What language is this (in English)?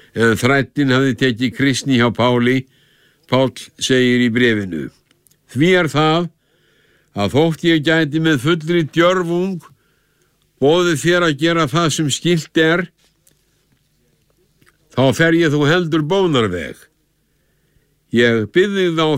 Icelandic